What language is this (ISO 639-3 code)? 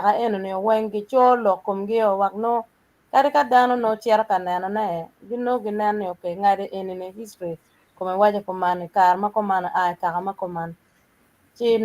ach